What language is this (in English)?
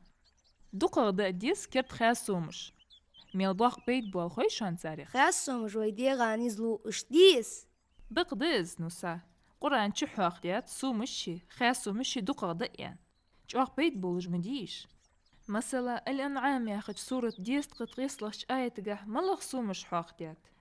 Ingush